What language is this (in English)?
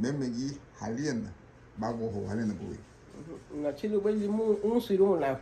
Garifuna